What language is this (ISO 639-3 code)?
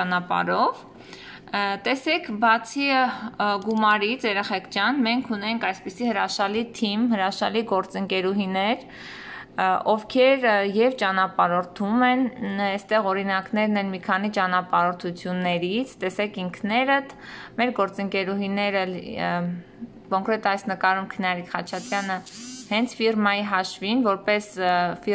hye